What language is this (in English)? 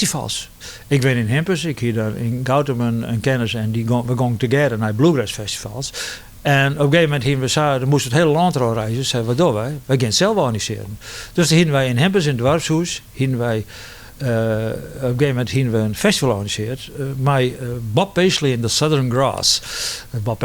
Western Frisian